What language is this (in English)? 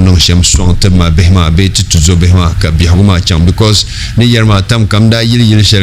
Dagbani